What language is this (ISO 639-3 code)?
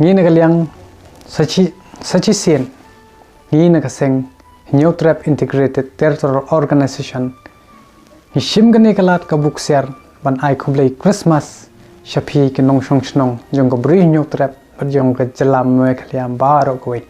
kha